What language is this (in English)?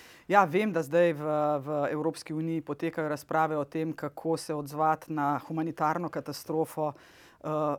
Slovenian